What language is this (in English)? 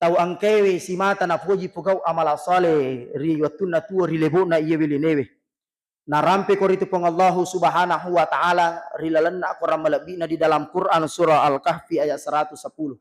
Buginese